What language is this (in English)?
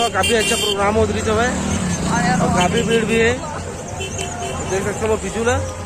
Chhattisgarhi